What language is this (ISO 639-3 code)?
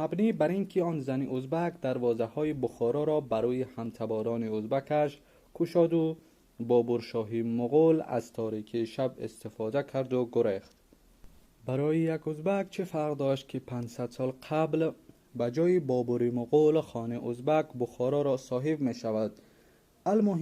tgk